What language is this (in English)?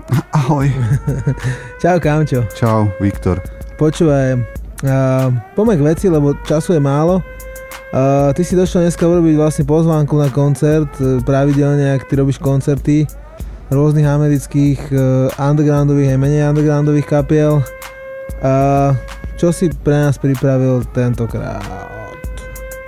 Slovak